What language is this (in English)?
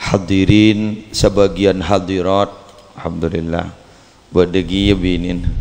Madurese